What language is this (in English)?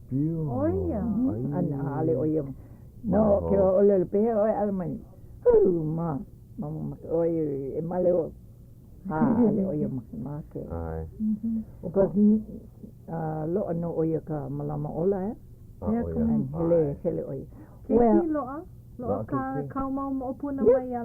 Hawaiian